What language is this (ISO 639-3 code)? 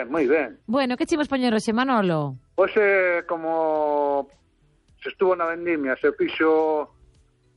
glg